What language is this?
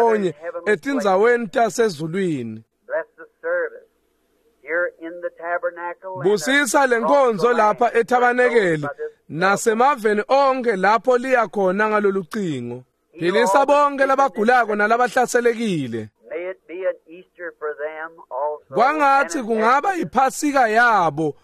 Swati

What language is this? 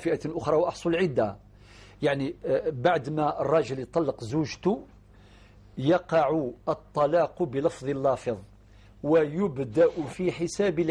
Algerian Arabic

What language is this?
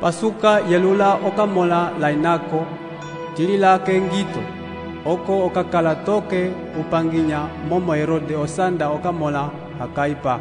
Umbundu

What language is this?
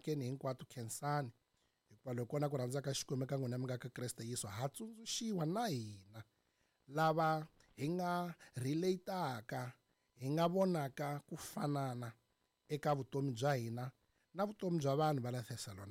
Tsonga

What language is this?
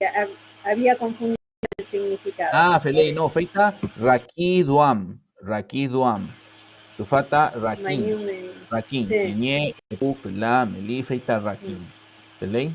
Mapuche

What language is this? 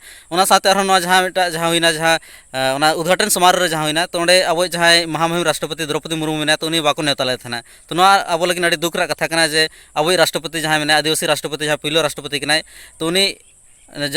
Santali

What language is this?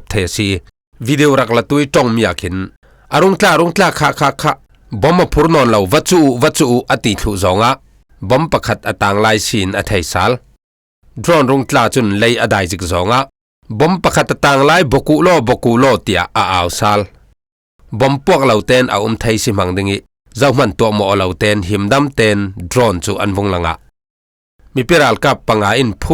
Falam Chin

